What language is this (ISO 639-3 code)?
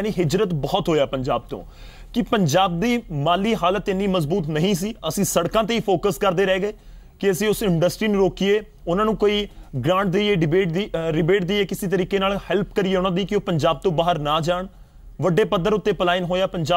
pan